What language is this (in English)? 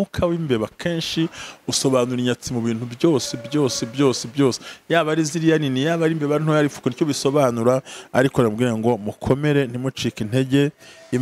Kinyarwanda